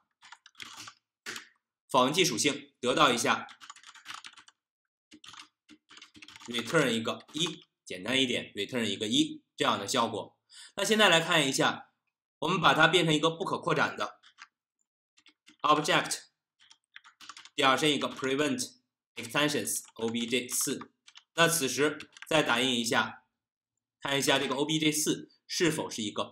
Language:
Chinese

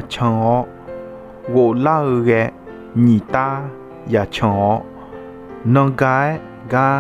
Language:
Akha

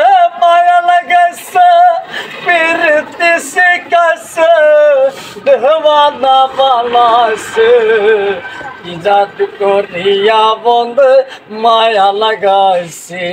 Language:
Bangla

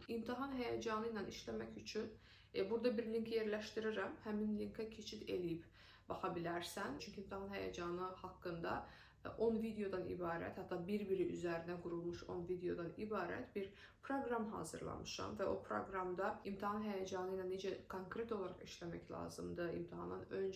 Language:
Azerbaijani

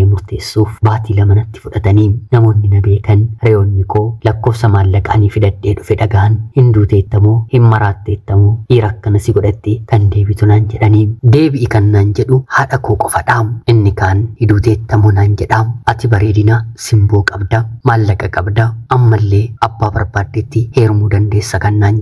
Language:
Oromo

